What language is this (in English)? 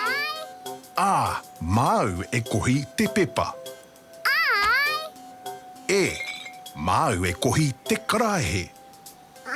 Māori